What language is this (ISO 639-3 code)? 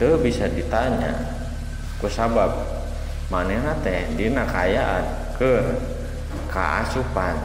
sun